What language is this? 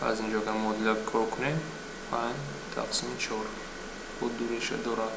Tajik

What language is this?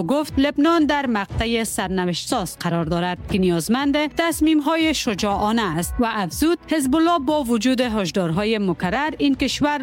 Persian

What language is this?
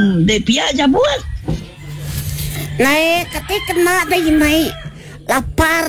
Iban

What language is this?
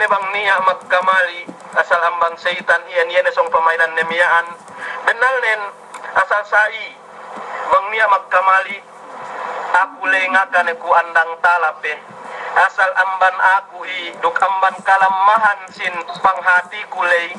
Yakan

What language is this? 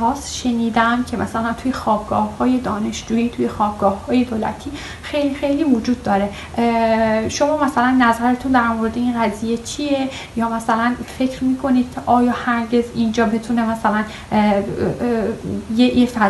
Persian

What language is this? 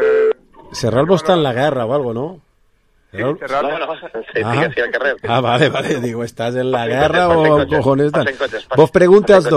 Catalan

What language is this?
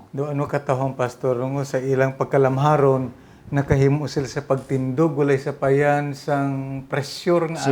Hiligaynon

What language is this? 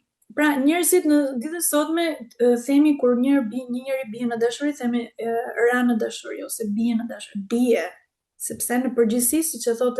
Albanian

